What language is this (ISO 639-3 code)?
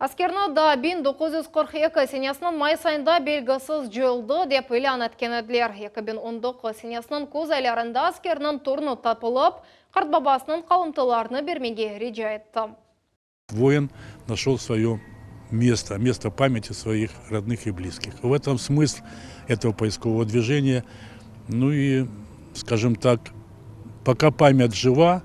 crh